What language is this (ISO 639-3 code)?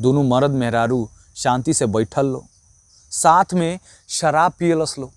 bho